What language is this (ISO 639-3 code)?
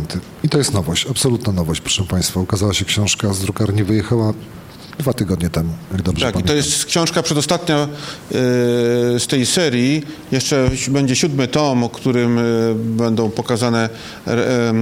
pol